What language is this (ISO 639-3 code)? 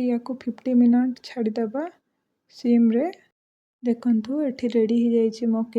ori